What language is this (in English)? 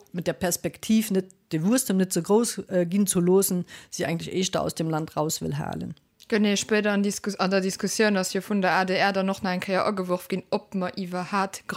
Luxembourgish